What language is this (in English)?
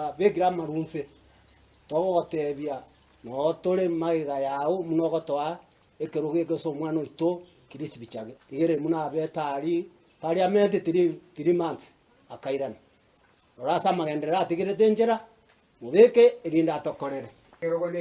Gusii